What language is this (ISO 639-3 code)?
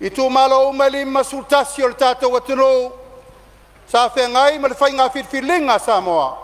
smo